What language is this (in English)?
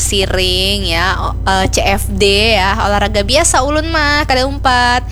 Banjar